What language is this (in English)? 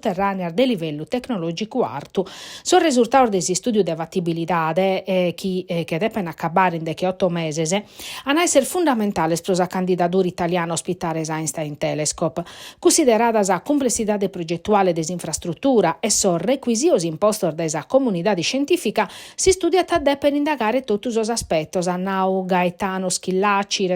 Sardinian